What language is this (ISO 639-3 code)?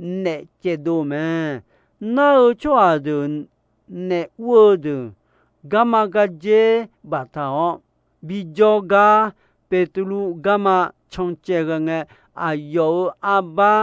ahk